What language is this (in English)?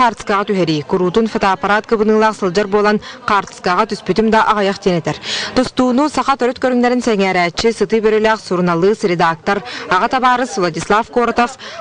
Yakut